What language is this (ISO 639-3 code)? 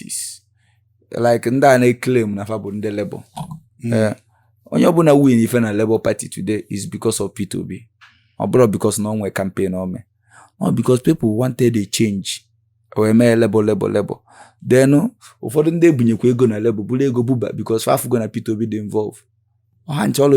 ibo